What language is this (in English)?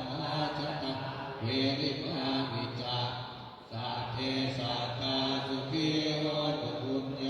Pali